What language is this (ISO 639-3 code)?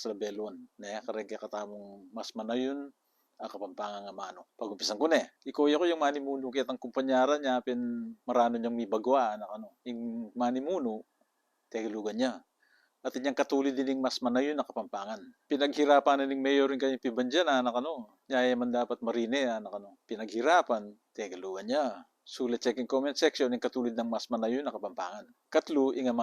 pam